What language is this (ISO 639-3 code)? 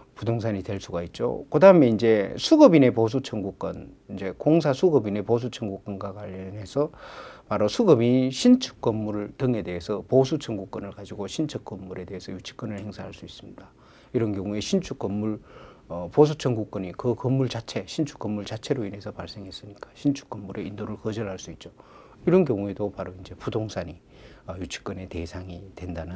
kor